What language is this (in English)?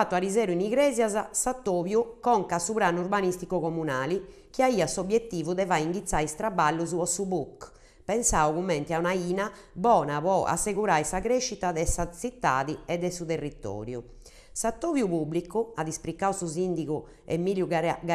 Sardinian